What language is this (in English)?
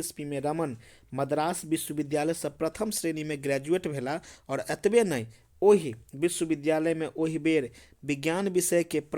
Maithili